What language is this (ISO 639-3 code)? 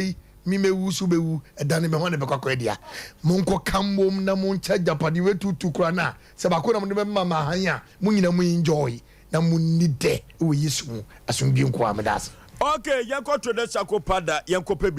aka